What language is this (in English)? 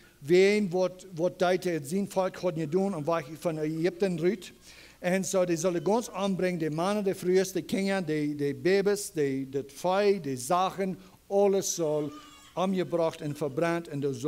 Plautdietsch